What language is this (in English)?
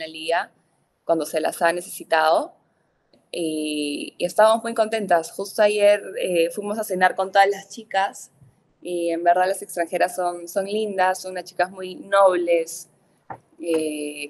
Spanish